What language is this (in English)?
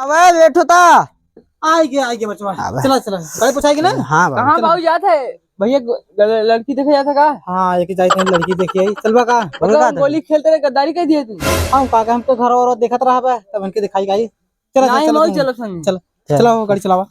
Awadhi